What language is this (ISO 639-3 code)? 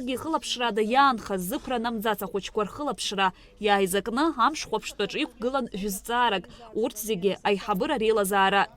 abk